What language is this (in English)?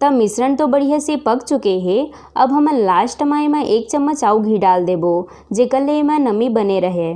Chhattisgarhi